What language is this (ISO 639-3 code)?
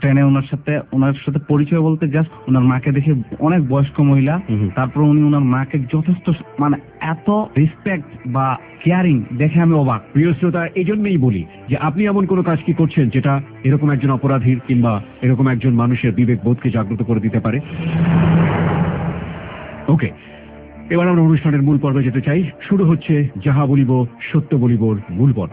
ben